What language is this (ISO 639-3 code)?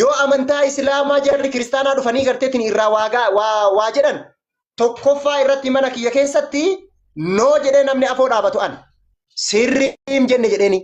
orm